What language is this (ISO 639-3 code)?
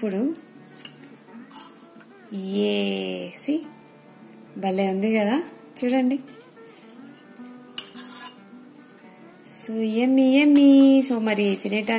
tel